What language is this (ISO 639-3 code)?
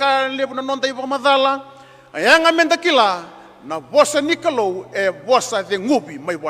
fij